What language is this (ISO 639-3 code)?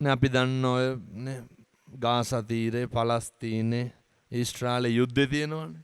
sin